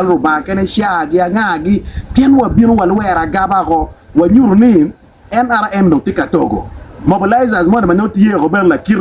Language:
Acoli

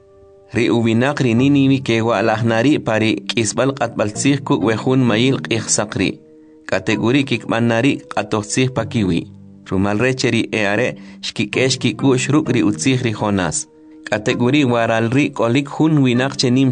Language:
Kʼicheʼ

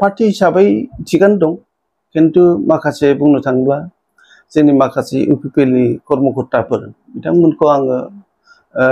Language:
Bodo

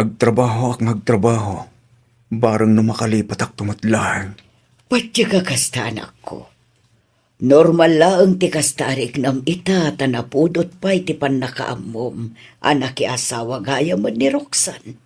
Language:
Iloko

